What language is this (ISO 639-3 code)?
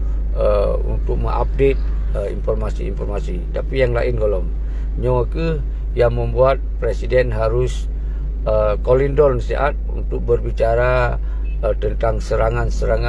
ace